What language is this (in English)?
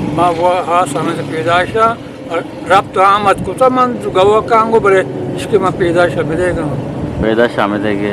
Eastern Balochi